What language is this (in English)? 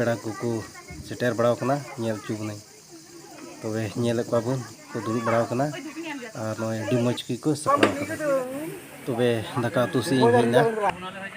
Santali